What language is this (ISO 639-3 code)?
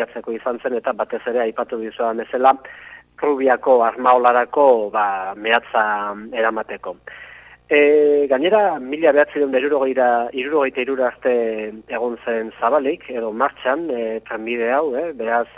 eus